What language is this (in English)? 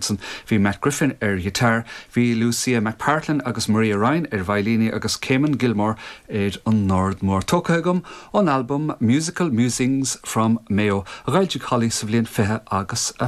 Irish